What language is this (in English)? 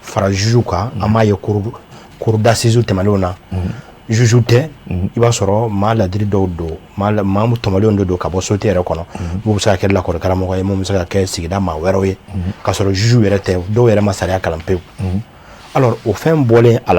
Bambara